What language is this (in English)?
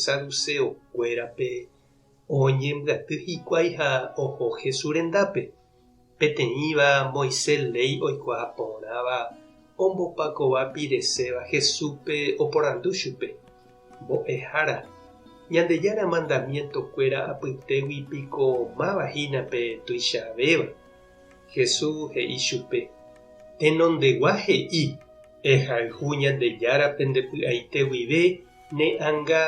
Guarani